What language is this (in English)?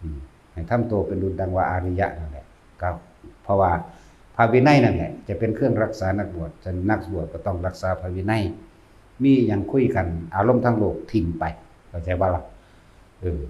Lao